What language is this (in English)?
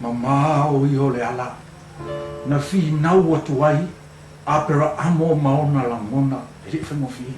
Samoan